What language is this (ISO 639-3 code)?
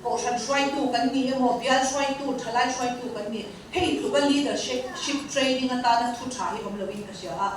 lus